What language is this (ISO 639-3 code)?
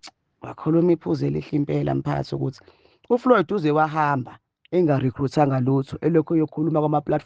zul